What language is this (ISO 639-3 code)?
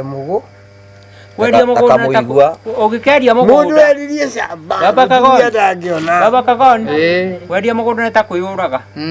kik